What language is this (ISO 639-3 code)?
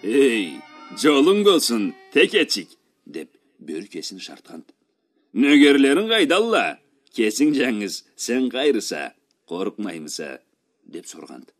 krc